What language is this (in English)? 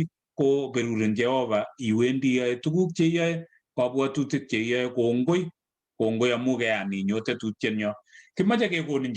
Kalenjin